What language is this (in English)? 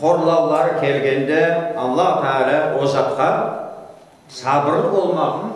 Crimean Tatar